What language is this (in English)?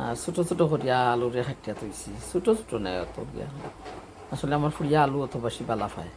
Sylheti